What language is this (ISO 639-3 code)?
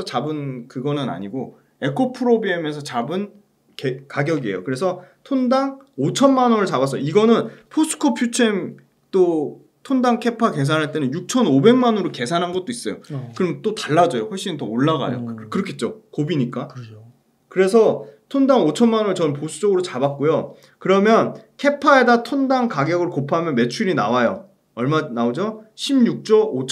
kor